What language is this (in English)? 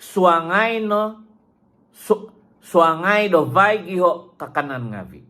Central Dusun